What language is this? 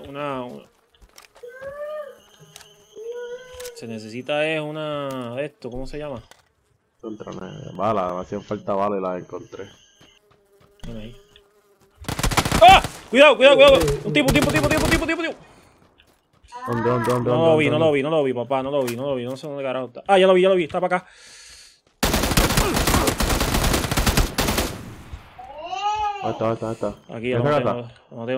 Spanish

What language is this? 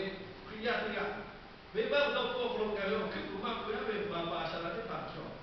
Lahu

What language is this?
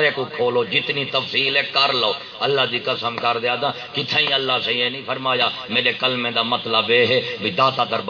Saraiki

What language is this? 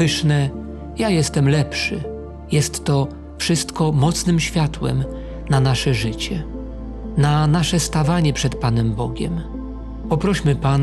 Polish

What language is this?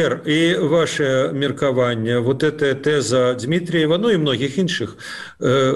Belarusian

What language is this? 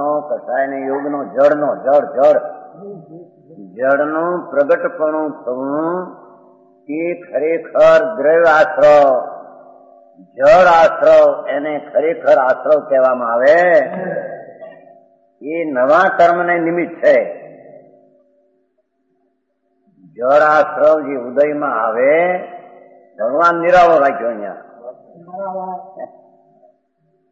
Gujarati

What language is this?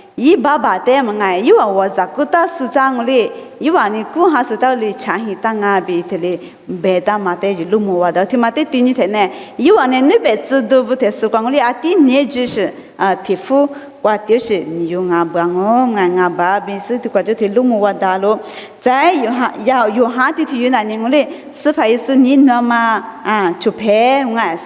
Lisu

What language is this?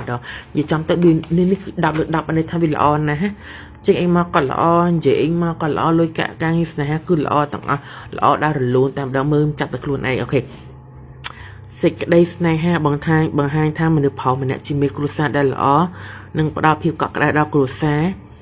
Khmer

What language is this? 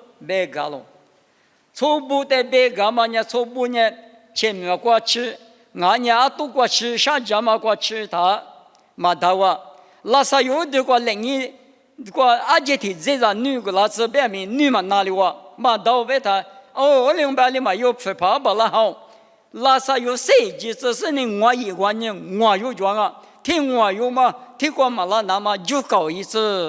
Lisu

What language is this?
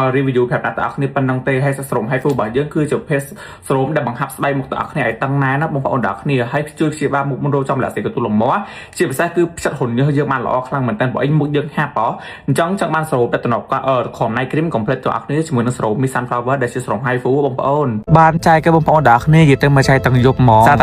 Khmer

